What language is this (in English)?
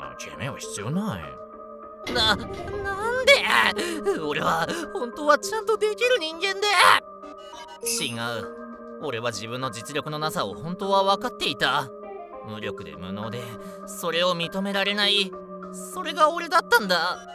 Japanese